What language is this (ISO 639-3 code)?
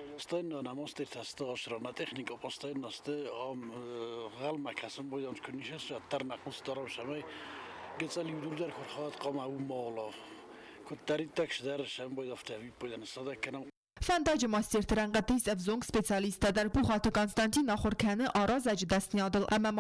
oss